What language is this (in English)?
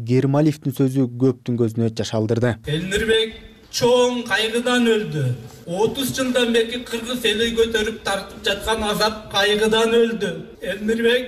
Kyrgyz